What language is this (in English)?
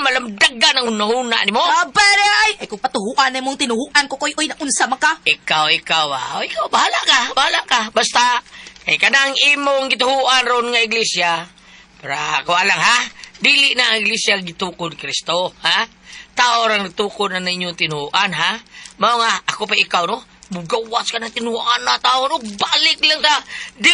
Cebuano